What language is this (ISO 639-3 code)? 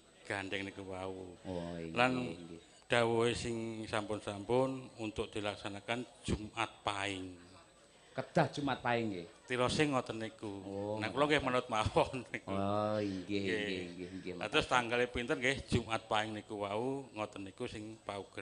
jav